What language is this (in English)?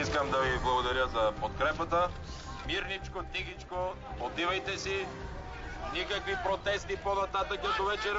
Bulgarian